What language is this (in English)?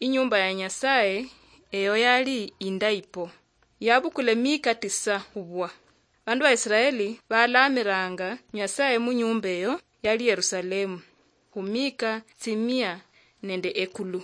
Luyia